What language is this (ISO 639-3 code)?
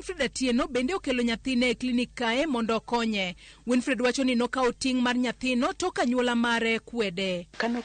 luo